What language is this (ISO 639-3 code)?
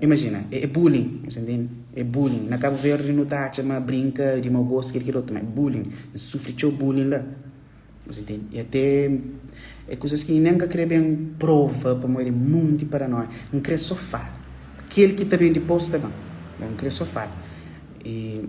kea